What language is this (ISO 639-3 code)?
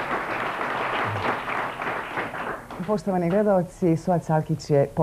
hrv